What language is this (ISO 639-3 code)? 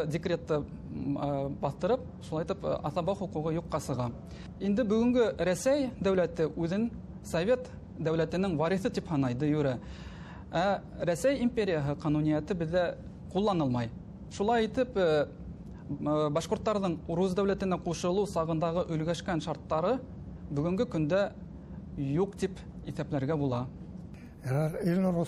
bak